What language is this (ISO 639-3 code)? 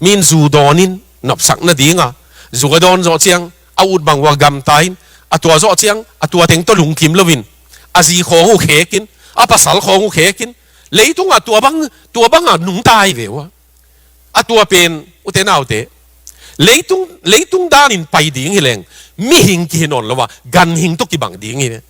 ctd